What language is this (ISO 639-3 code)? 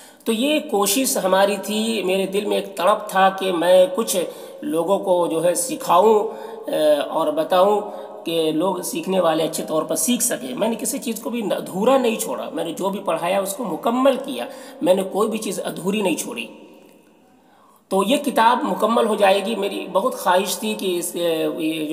urd